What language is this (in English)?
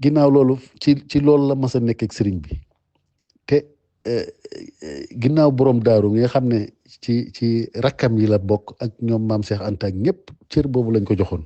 Wolof